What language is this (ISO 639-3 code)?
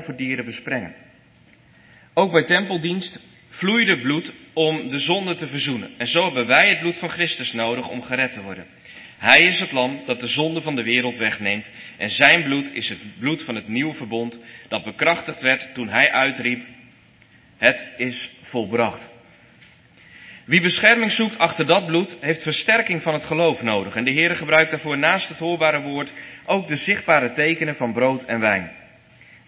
nld